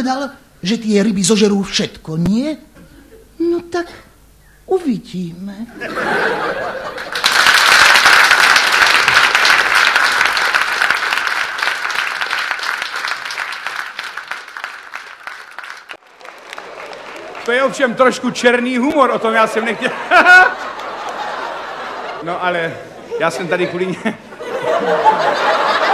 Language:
Czech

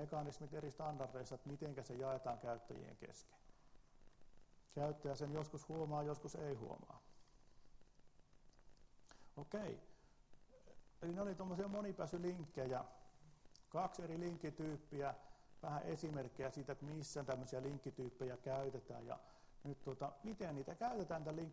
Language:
Finnish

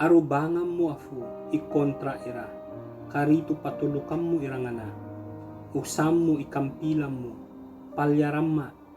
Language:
Ibanag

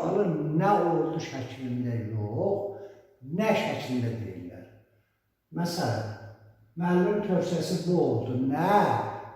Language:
Azerbaijani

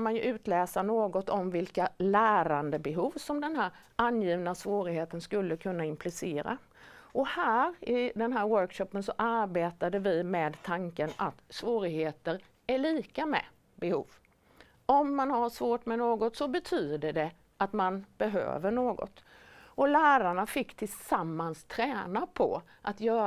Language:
Swedish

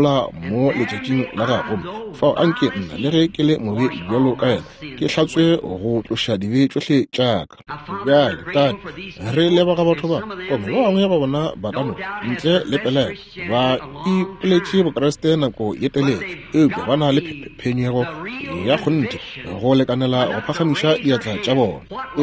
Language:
Northern Sotho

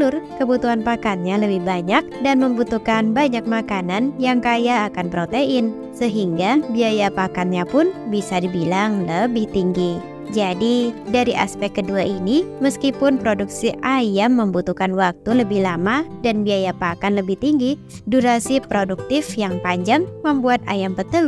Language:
Indonesian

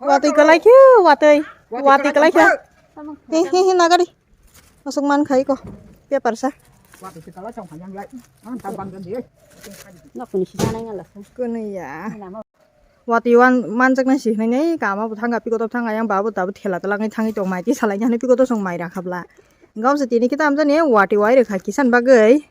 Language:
Kok Borok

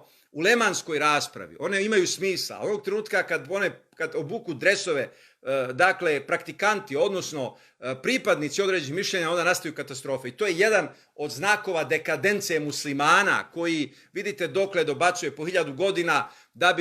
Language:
Bosnian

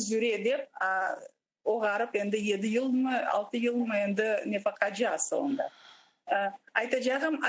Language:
Crimean Tatar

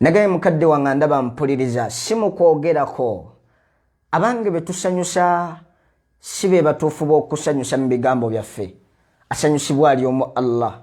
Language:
Ganda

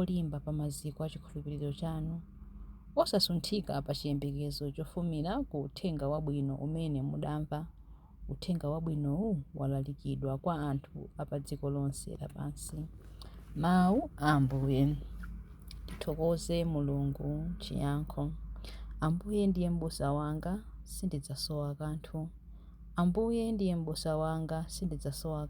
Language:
Nyanja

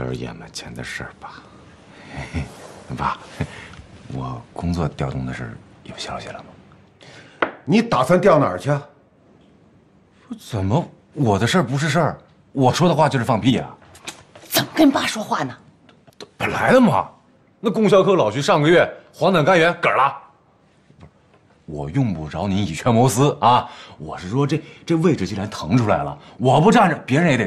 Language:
Chinese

